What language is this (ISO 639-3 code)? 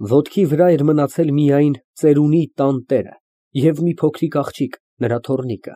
hye